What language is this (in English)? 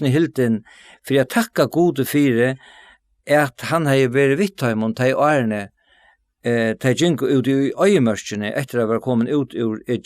Faroese